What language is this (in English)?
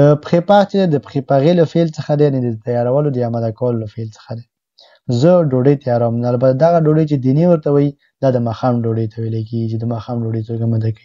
Pashto